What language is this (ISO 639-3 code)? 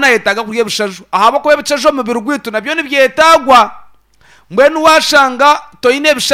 nyn